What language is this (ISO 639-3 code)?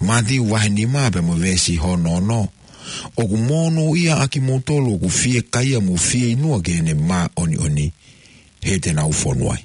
ton